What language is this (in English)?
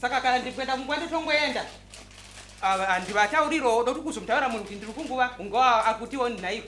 Shona